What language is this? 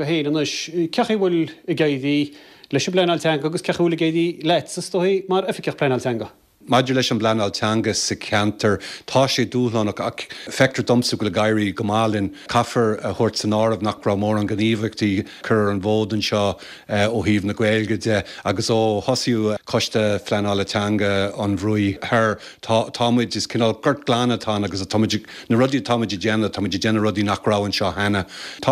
Irish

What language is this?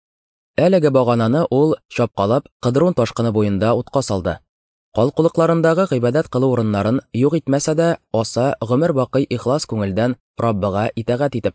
Tatar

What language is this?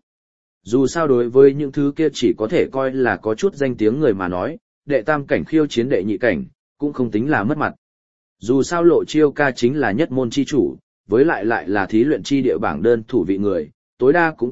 Vietnamese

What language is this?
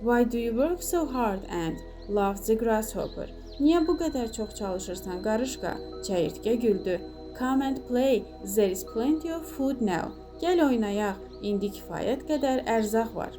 Azerbaijani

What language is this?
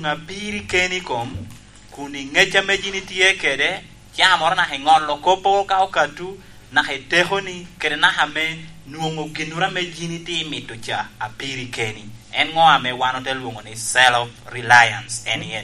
Lango (Uganda)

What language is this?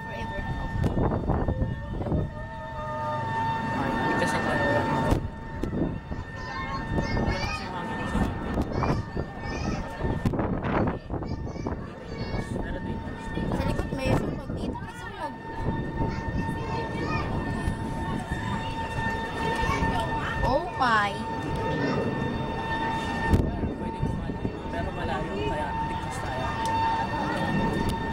Filipino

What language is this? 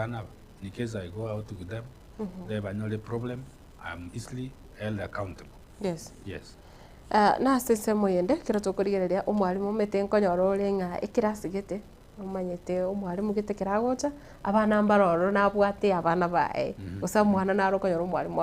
Gusii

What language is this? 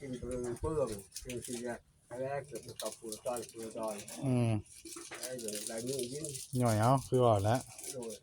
Northeastern Thai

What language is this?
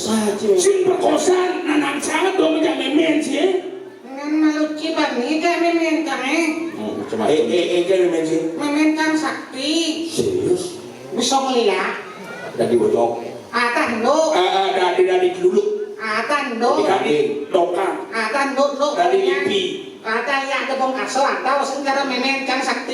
Balinese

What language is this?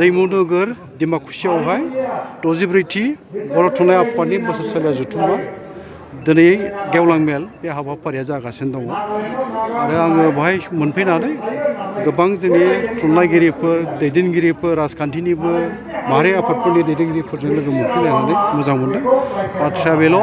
Bodo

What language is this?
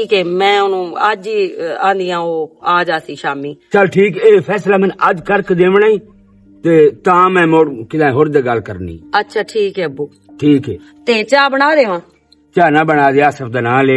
Western Panjabi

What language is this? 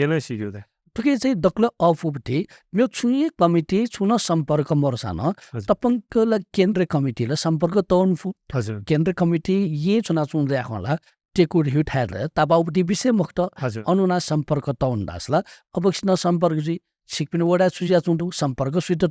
Newari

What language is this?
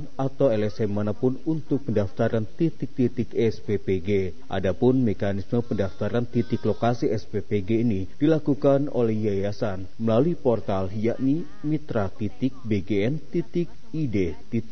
Indonesian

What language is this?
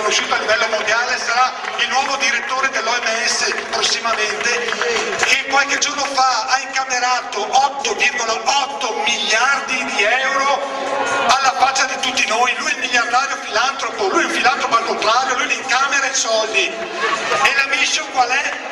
Italian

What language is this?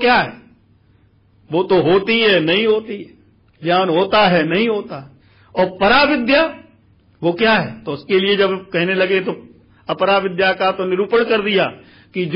Hindi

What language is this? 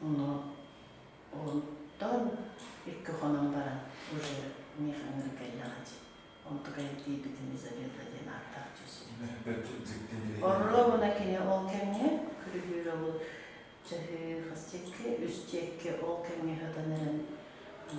Yakut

